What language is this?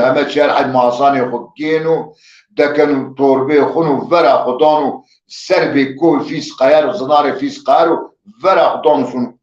Zaza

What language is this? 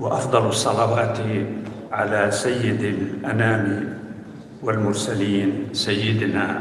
North Levantine Arabic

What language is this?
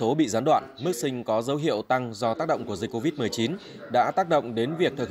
Vietnamese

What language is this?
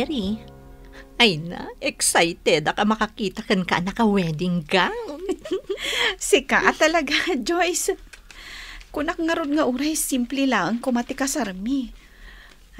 Iloko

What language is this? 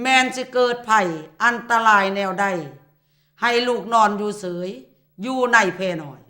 Lao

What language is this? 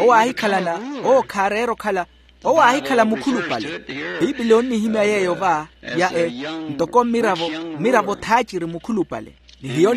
Makhuwa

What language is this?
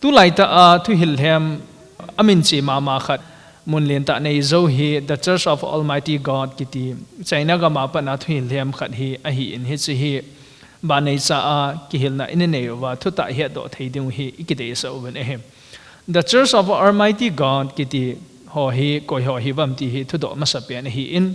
Thado Chin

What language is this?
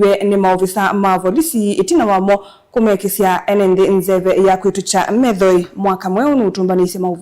Kamba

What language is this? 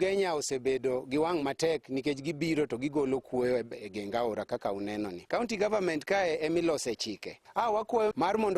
Luo (Kenya and Tanzania)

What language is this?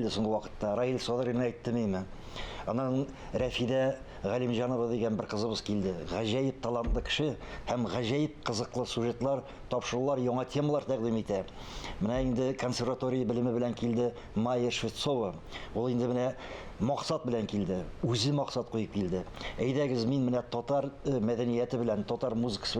Tatar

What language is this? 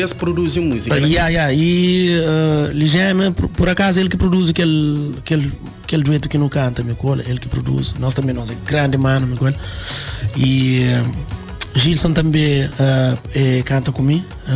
Kabuverdianu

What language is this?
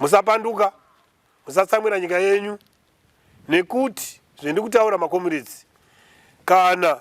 Shona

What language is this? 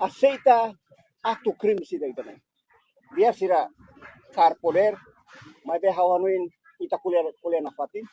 Tetum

